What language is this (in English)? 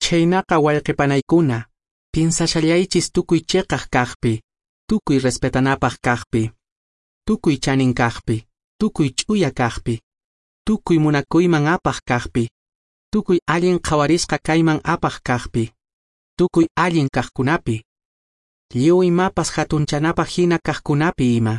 Quechua